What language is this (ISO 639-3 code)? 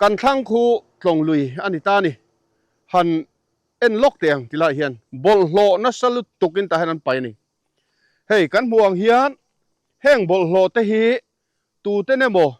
lus